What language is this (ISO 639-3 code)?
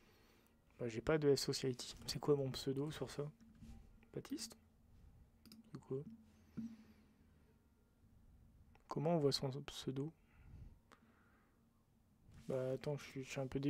fra